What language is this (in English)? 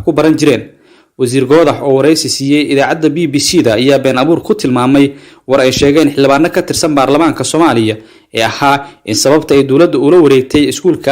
Somali